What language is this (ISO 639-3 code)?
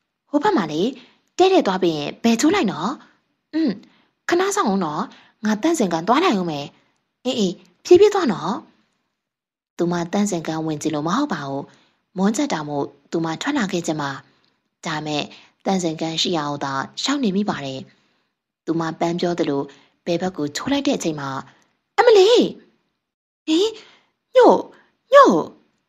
mya